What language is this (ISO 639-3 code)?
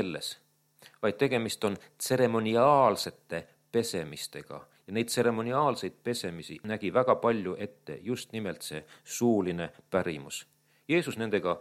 est